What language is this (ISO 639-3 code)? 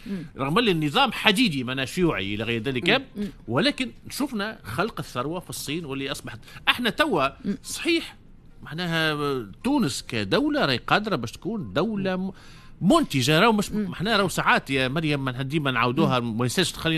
aeb